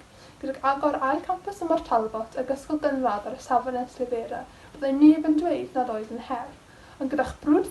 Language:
Welsh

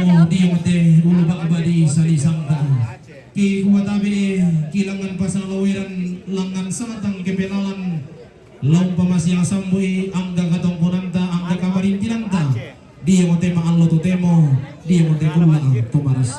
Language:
Toraja-Sa'dan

